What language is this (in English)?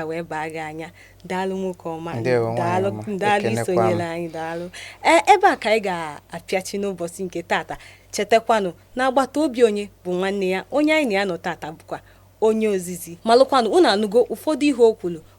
Igbo